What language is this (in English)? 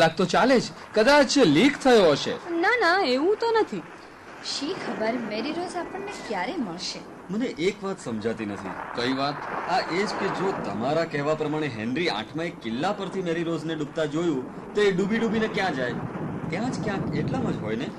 Gujarati